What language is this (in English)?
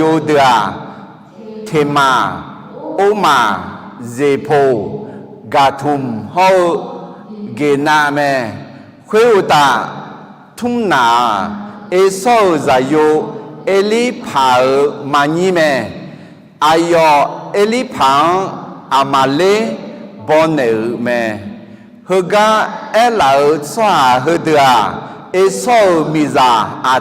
Akha